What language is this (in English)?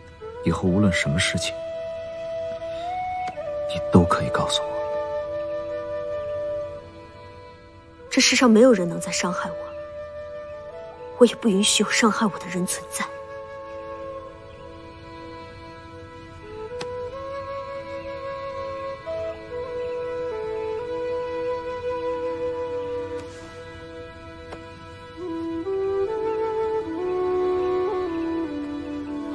Chinese